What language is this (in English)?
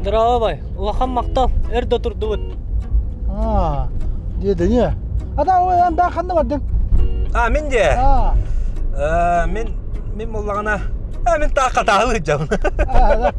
Yakut